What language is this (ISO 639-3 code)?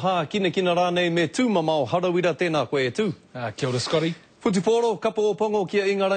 mri